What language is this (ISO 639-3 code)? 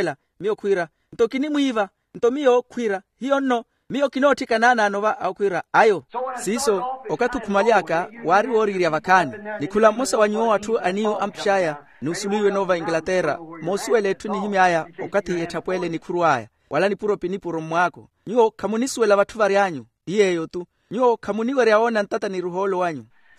vmw